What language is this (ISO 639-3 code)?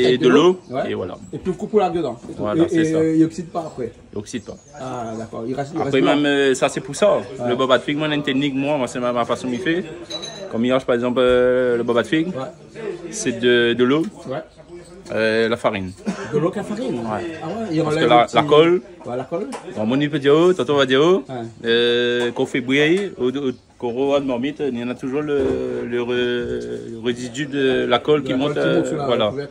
rcf